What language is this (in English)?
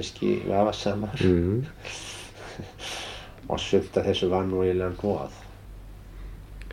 Icelandic